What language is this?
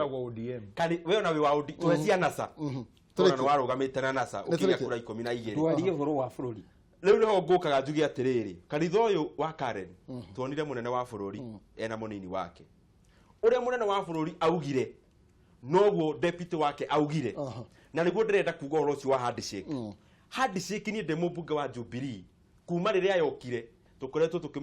Kikuyu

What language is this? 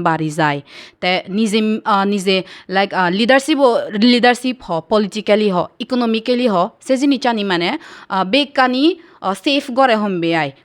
Chakma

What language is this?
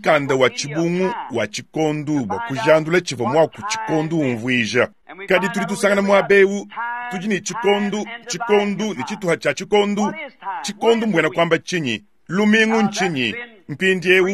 Luba-Lulua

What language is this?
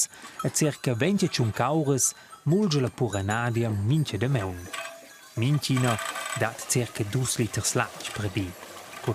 Romansh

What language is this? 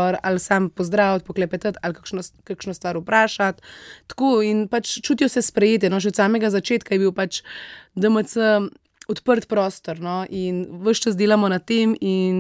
Slovenian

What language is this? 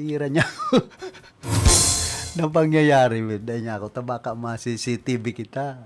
Bikol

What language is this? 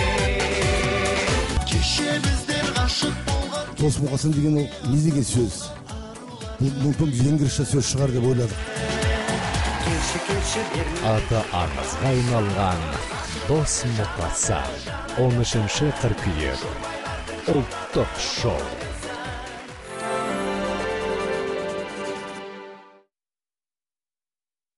Kazakh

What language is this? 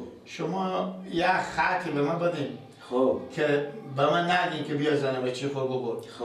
Persian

